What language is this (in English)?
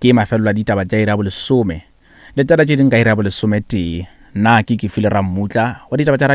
Northern Sotho